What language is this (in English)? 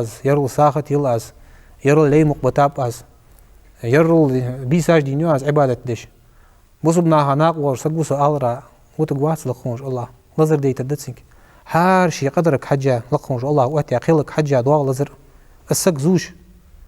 Ingush